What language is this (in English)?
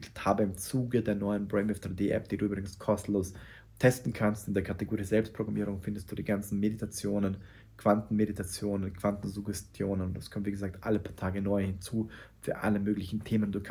German